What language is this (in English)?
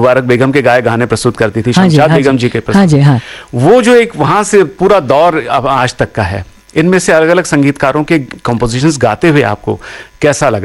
Hindi